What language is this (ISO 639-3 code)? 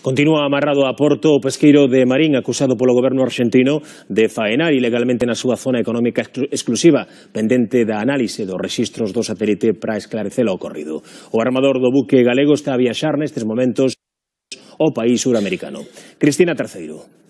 glg